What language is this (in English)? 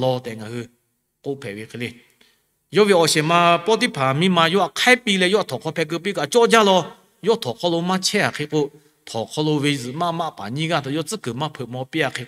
Lahu